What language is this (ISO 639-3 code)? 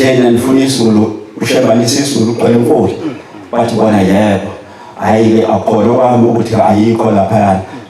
zul